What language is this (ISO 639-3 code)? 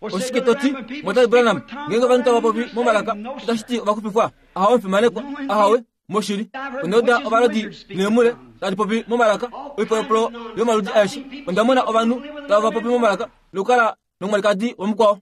kua